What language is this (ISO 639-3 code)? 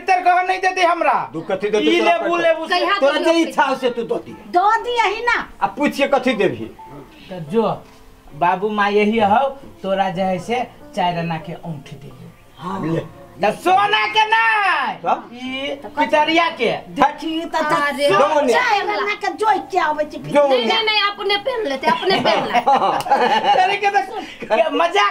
mai